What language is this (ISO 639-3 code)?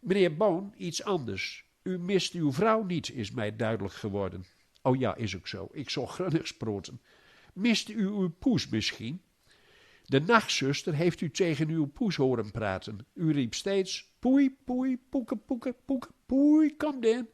gos